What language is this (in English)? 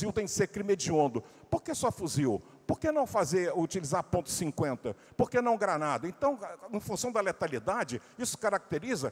Portuguese